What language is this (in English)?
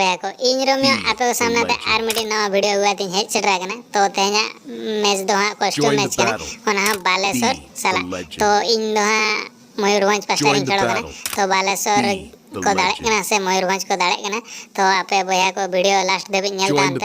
Santali